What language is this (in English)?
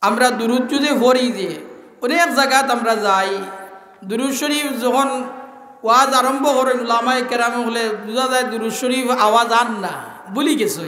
Sylheti